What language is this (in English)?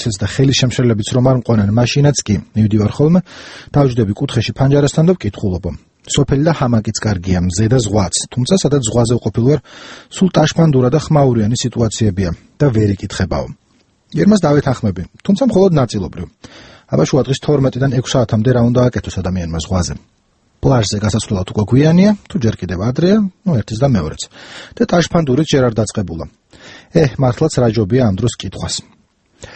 Georgian